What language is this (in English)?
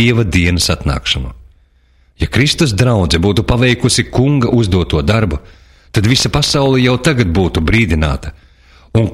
Latvian